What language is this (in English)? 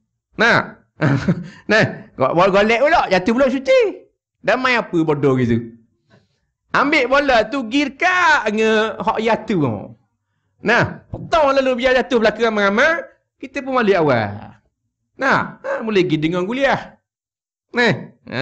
Malay